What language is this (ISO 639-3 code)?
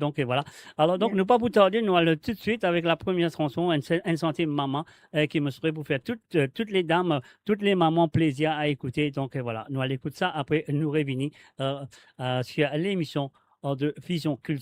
mfe